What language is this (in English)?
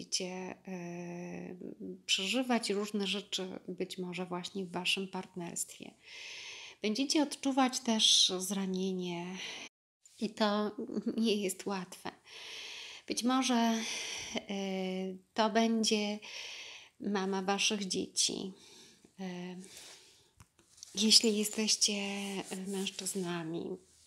Polish